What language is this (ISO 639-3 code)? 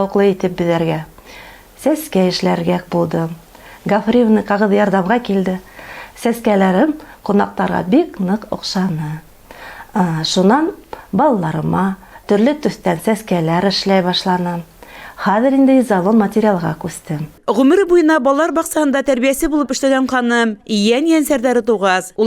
bak